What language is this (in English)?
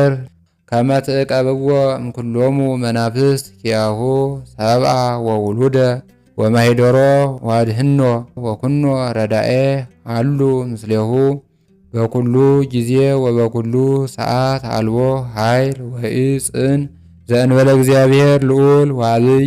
Amharic